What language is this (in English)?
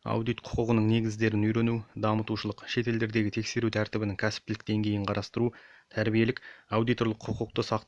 Kazakh